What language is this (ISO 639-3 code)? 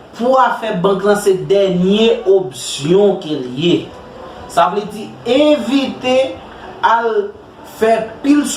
hat